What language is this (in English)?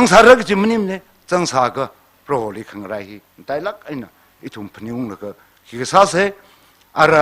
Tangkhul Naga (India)